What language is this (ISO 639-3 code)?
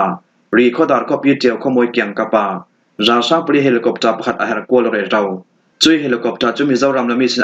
cfm